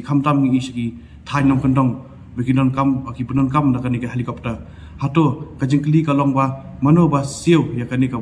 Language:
Khasi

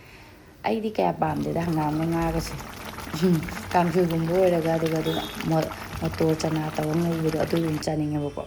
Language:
Manipuri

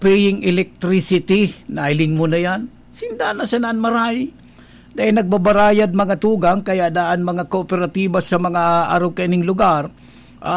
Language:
Bikol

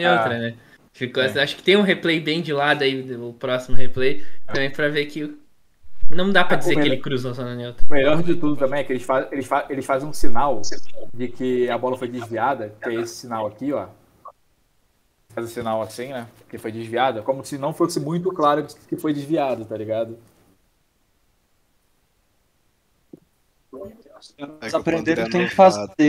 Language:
Portuguese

